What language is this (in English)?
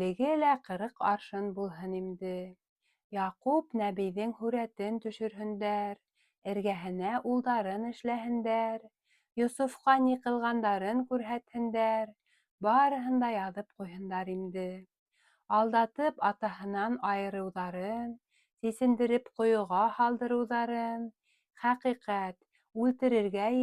Bashkir